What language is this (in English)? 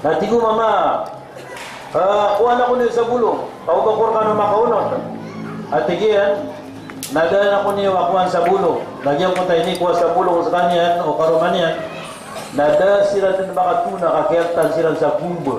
Maranao